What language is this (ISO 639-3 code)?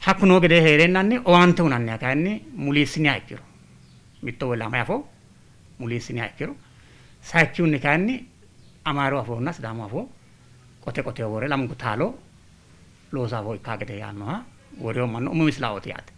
sid